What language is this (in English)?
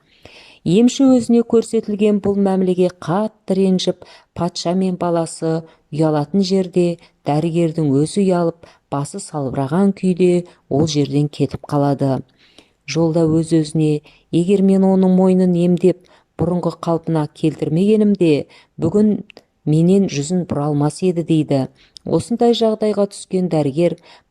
Kazakh